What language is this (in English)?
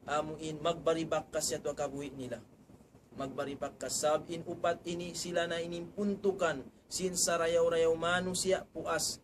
Tausug